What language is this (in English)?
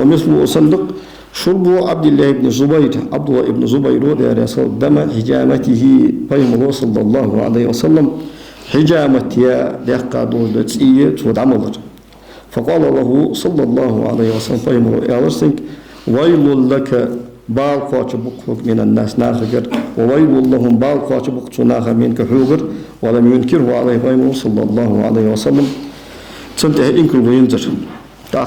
Ingush